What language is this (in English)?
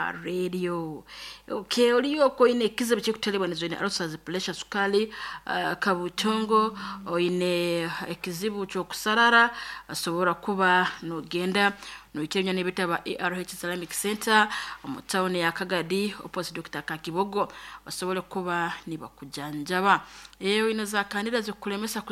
Nyoro